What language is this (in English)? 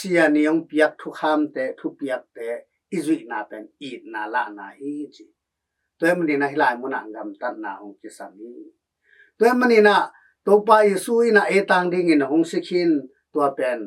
Tedim Chin